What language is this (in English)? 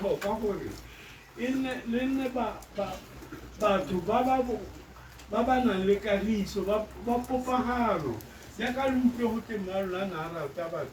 Tswana